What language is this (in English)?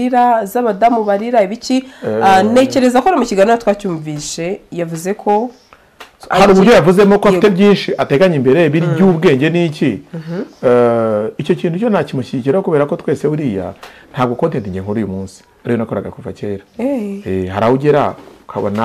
Kinyarwanda